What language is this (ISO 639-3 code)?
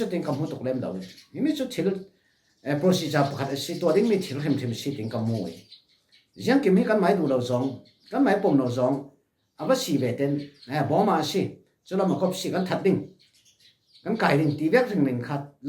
cfm